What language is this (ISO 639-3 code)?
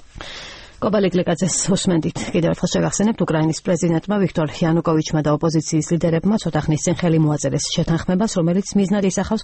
kat